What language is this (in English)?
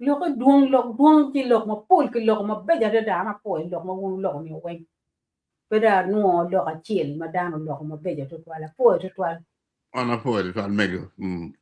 Acoli